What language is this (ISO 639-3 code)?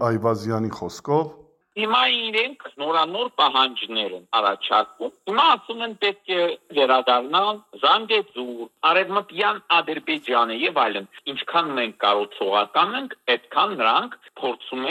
hye